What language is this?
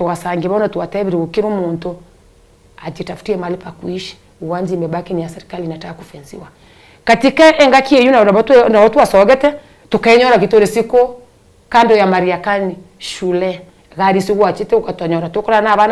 Gusii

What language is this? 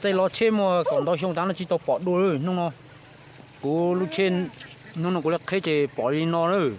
Hmong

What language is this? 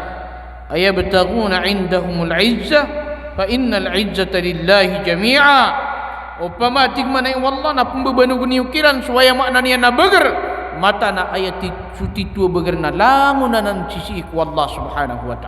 Maranao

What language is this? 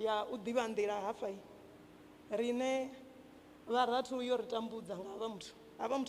Venda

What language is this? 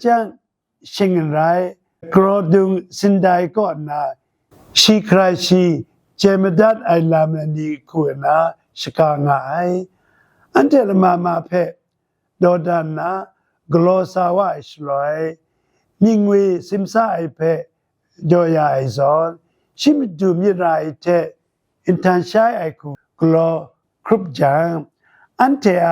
Kachin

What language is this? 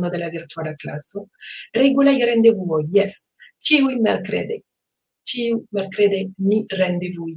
Esperanto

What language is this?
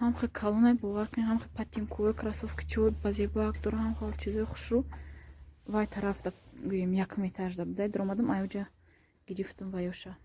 Tajik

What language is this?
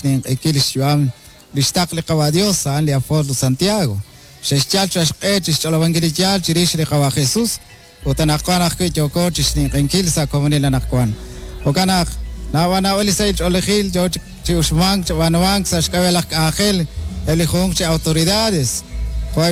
Kekchí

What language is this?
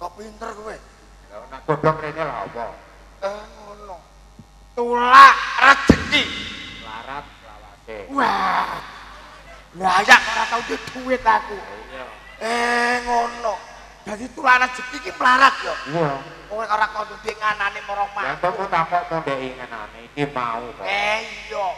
Javanese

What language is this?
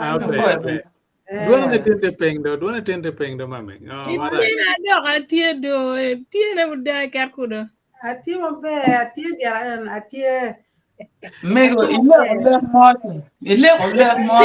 Acoli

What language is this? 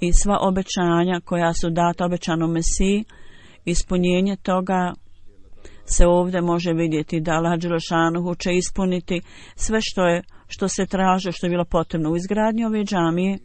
Bosnian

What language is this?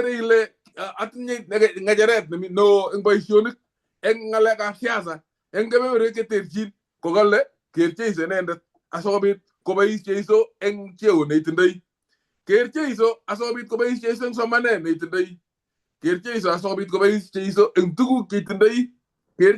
Kalenjin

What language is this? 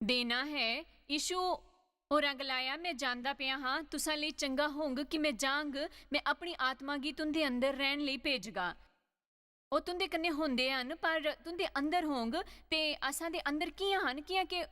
Dogri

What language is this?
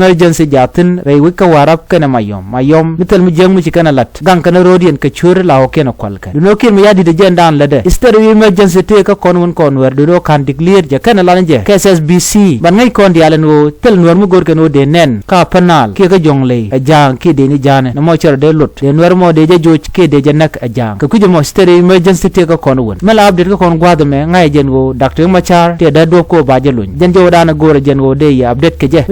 Nuer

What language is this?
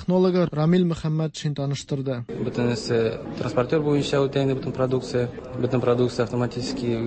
Tatar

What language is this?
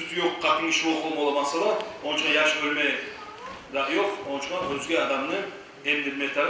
Kumyk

